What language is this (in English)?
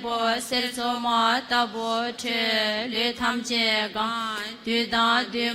Tibetan